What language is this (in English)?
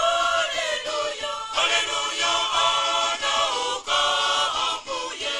Nyanja